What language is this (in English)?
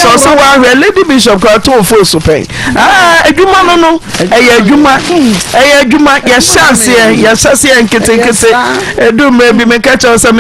Akan